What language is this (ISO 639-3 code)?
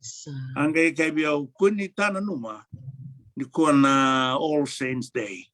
fij